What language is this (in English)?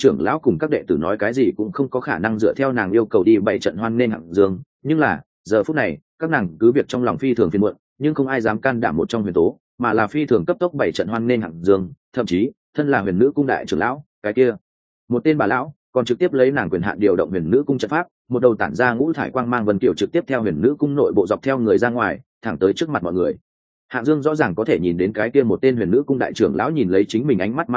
Vietnamese